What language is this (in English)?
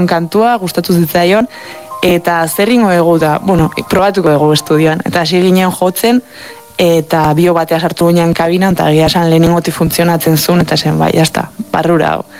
Basque